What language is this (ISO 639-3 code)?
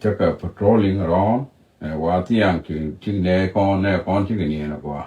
nus